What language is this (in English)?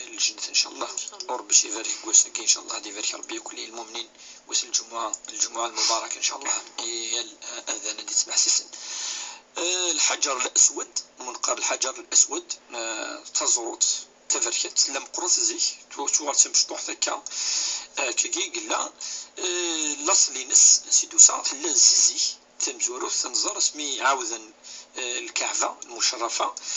Kabyle